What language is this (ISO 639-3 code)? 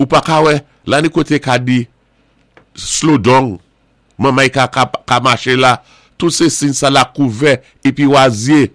acf